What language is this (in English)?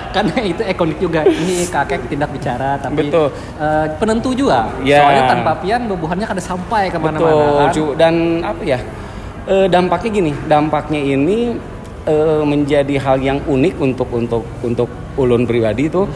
Banjar